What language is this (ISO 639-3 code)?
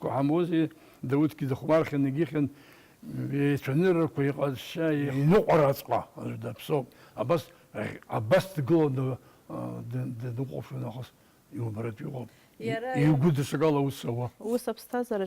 abk